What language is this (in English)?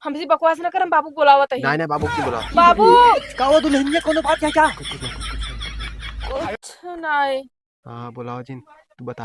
Awadhi